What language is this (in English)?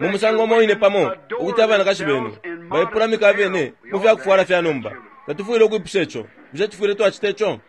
Bemba